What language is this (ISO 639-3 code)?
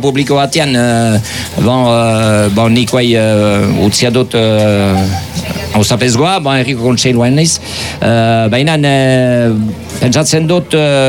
eus